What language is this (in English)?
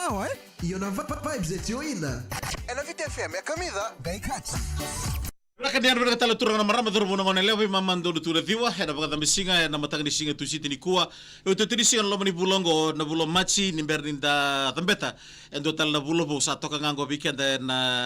Fijian